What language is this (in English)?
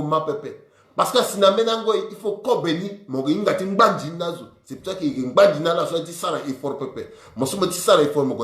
Sango